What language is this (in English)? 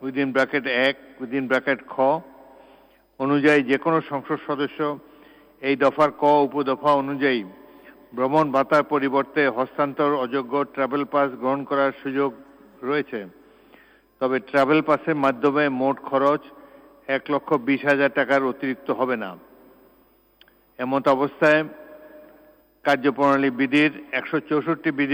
Bangla